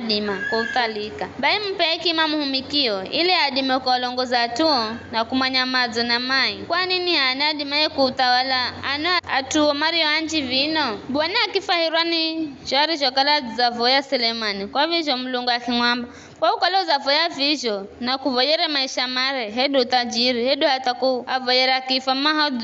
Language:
Giryama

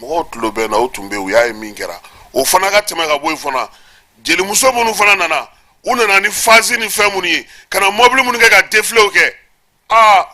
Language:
Bambara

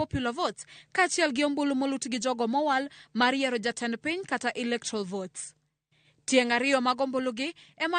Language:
Luo (Kenya and Tanzania)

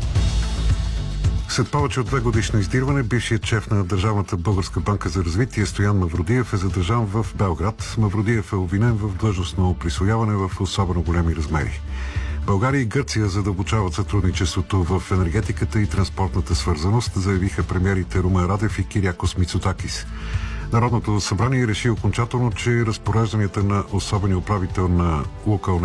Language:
Bulgarian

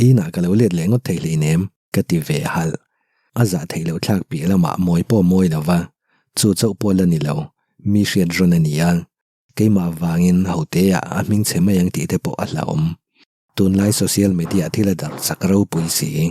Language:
Mizo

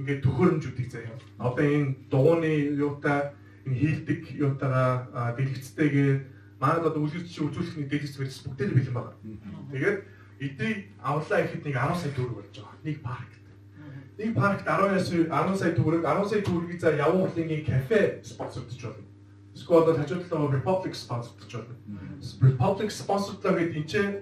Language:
Mongolian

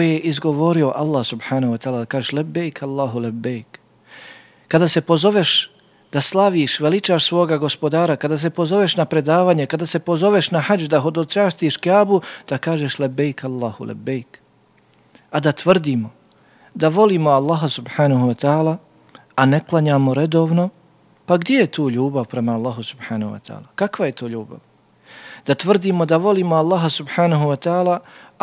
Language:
Bosnian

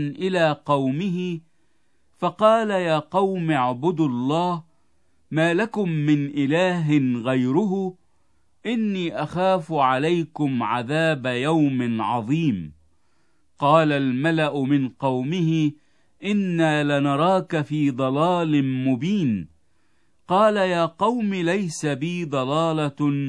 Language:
Arabic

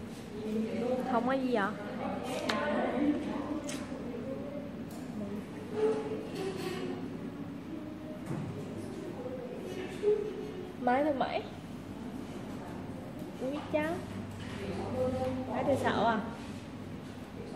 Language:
Vietnamese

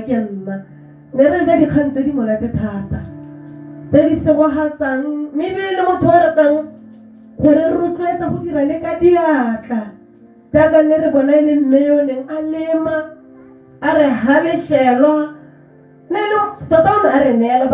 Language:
Tswana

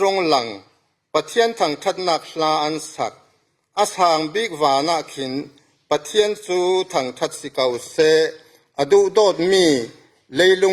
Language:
Falam Chin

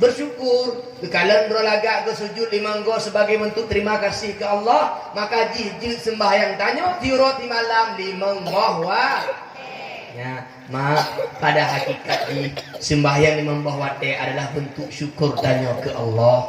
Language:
Achinese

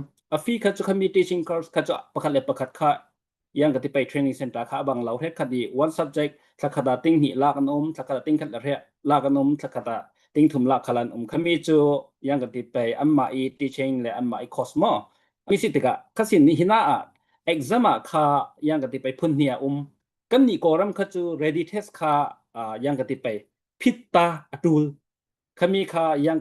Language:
Falam Chin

